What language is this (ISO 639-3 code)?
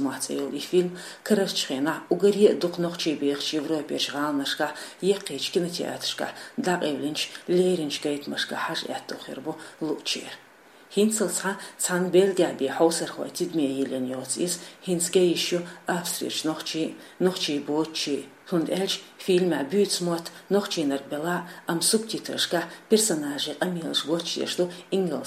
che